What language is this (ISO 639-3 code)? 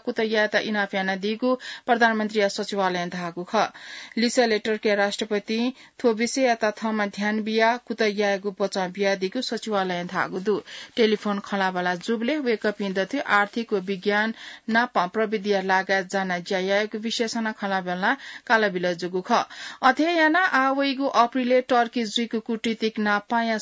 new